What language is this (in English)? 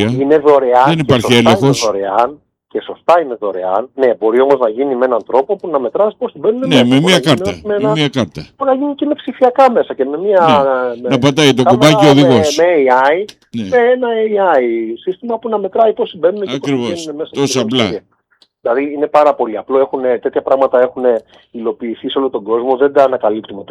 Greek